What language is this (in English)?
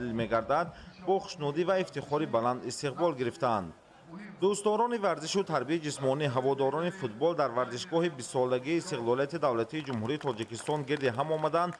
Tajik